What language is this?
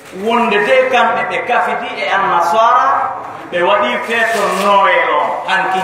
Fula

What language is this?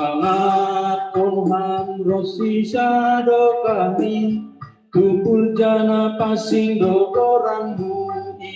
Batak Simalungun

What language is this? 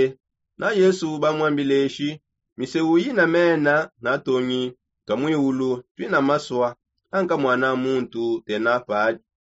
Songe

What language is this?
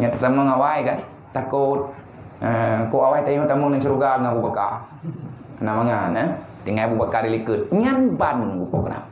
Achinese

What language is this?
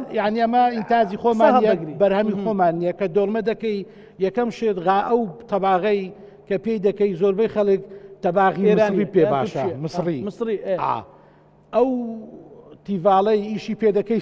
Central Kurdish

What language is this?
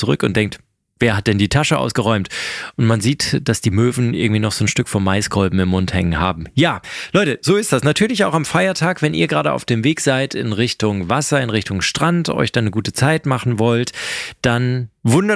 German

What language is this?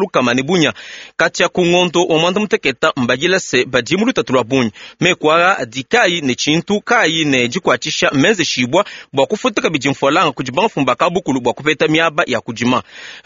Luba-Lulua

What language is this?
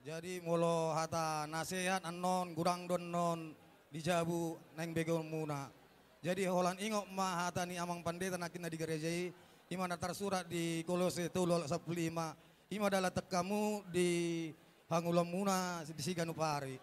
Batak Toba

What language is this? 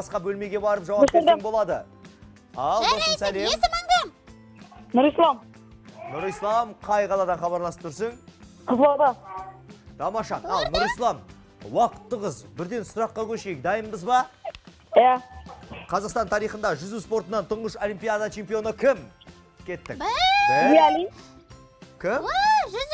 Kazakh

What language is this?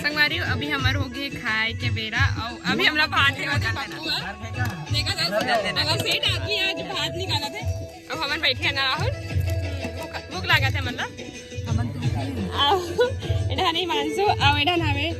Chhattisgarhi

